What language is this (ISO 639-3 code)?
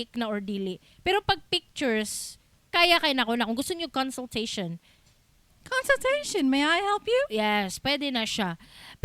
ceb